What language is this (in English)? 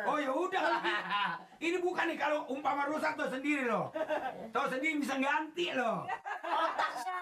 Betawi